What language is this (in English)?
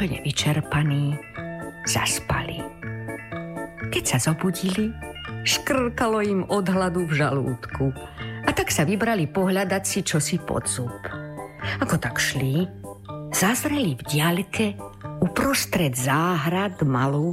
Slovak